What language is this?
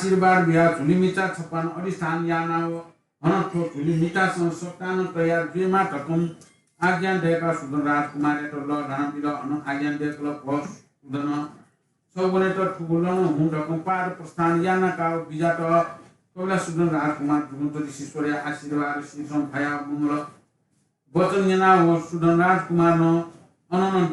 Newari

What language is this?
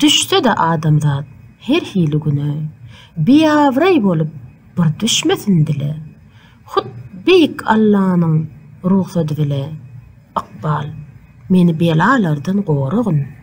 Turkmen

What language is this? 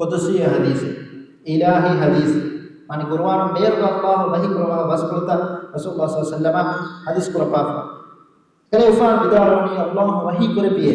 Divehi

